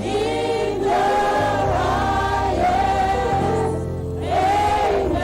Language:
Ewe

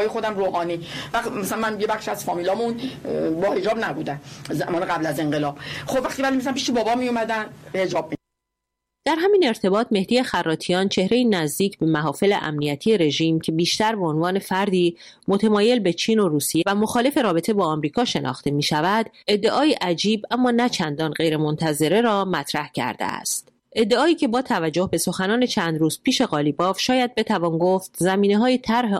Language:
Persian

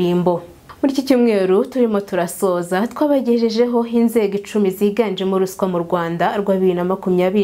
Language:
Kinyarwanda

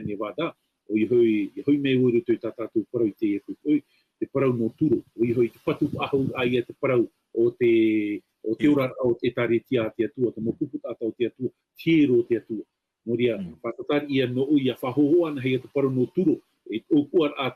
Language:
Tahitian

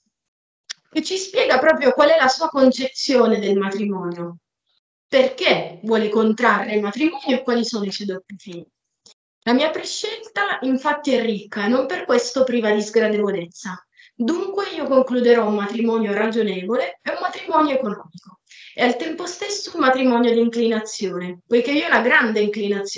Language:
Italian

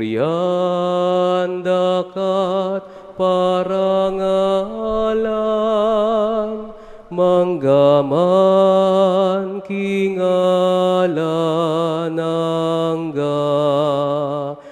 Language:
Pampanga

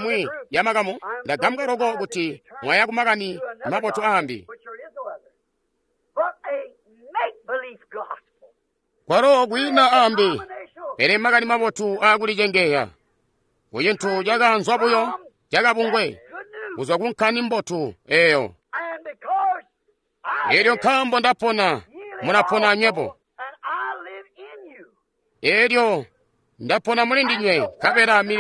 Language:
Tonga (Zambia)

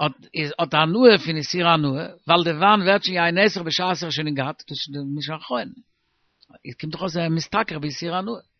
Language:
Yiddish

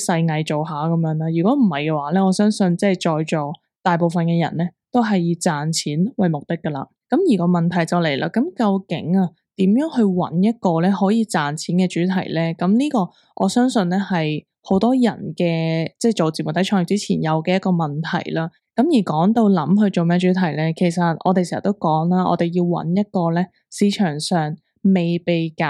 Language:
Cantonese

